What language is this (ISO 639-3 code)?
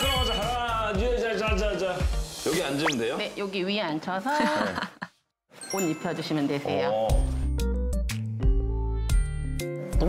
kor